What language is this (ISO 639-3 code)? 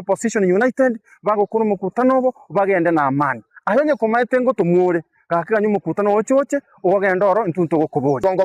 guz